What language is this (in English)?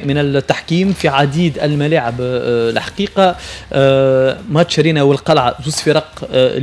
Tunisian Arabic